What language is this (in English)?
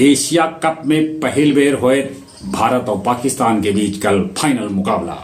Magahi